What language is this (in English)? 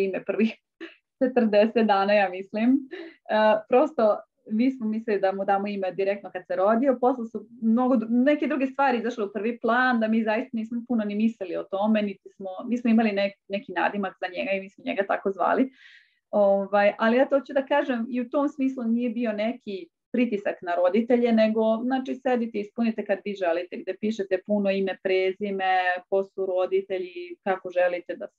Serbian